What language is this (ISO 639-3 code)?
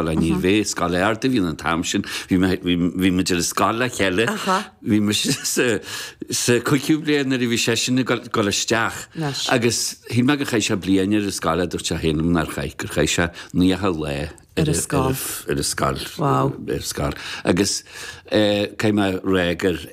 gle